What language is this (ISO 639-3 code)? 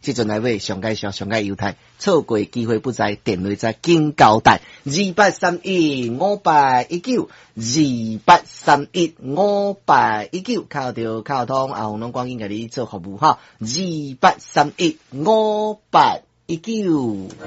nan